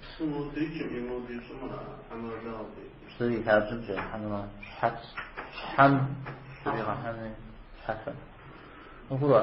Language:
Kabardian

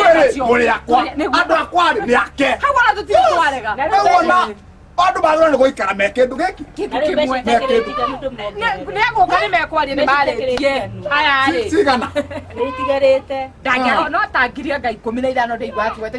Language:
Kikuyu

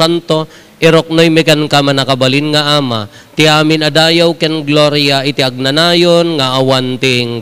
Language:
Iloko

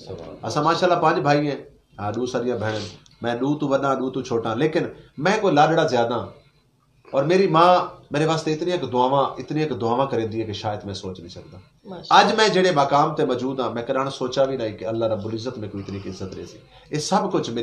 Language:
Saraiki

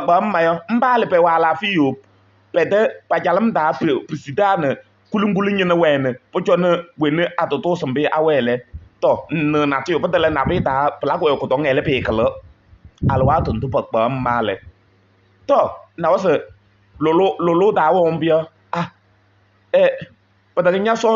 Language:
Kabiyè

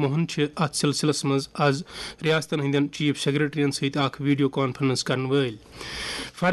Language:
Kashmiri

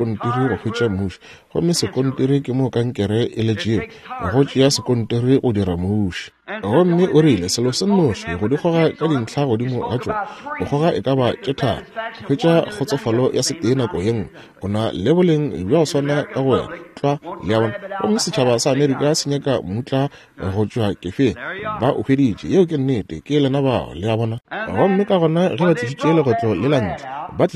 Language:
Northern Sotho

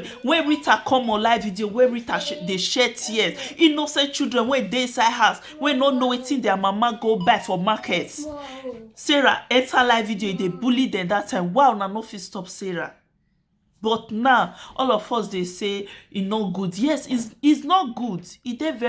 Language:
Nigerian Pidgin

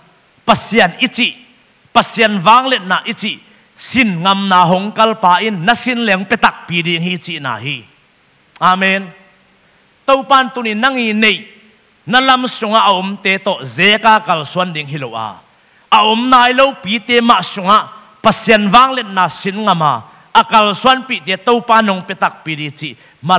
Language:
Tedim Chin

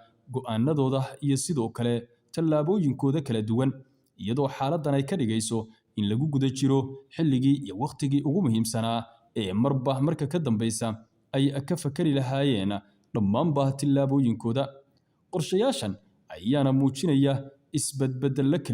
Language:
Somali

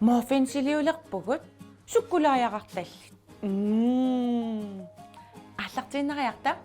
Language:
Kalaallisut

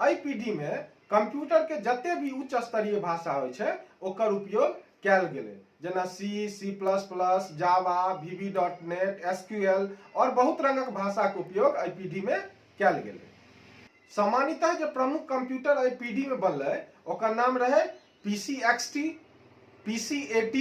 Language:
Maithili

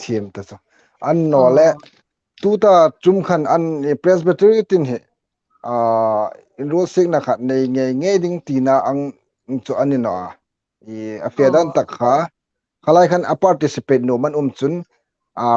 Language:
Hmar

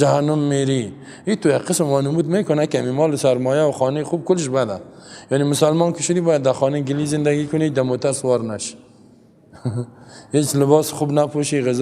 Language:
Persian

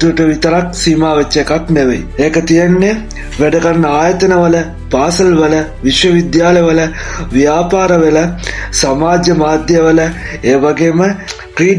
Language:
Sinhala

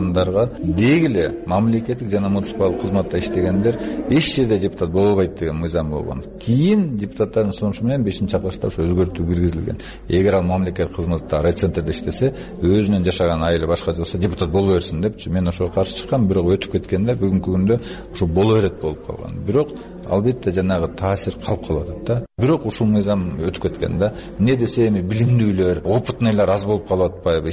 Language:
Kyrgyz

